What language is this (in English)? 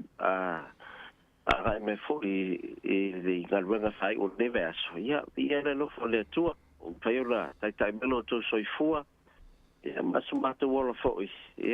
Samoan